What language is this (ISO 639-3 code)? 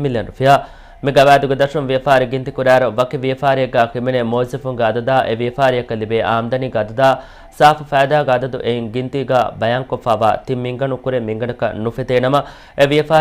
div